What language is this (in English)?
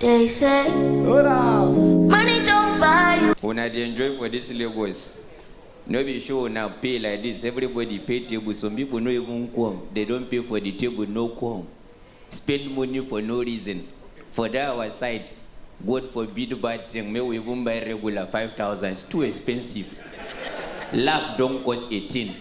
Nigerian Pidgin